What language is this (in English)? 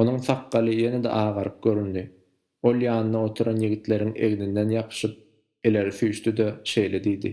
Turkmen